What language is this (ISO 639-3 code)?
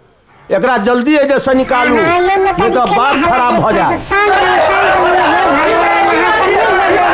mai